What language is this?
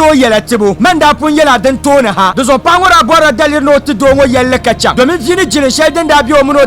Dagbani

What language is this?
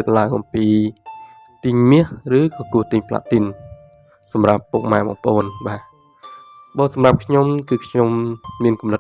Khmer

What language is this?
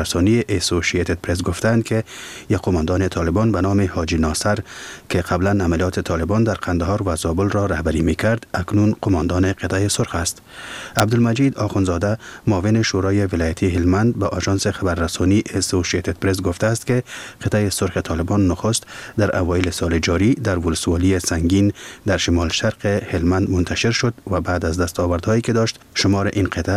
Persian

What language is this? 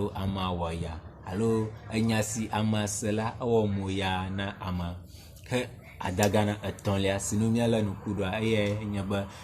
Ewe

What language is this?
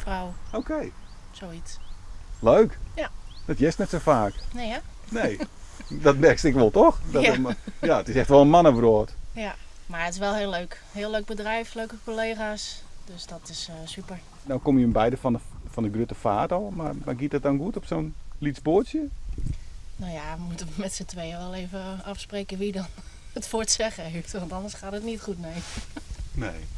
Western Frisian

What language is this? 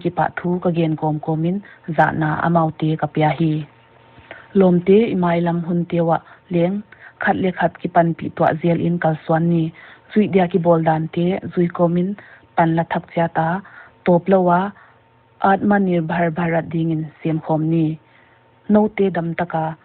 Paite Chin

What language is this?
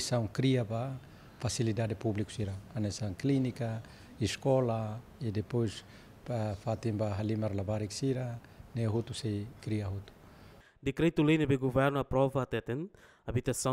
Tetum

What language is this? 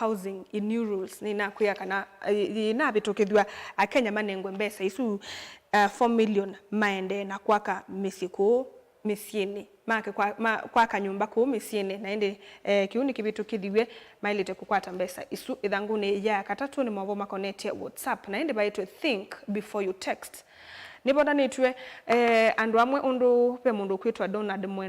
Kamba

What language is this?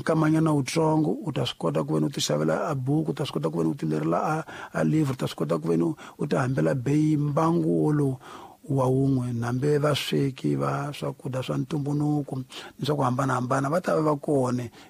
Tsonga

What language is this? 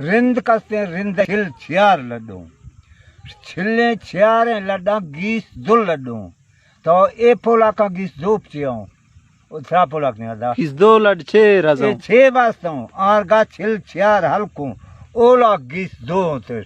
Baluchi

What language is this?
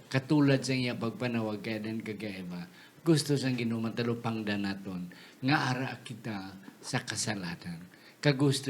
Hiligaynon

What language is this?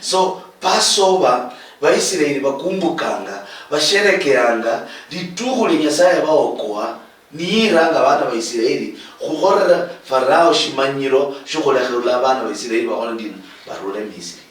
Luyia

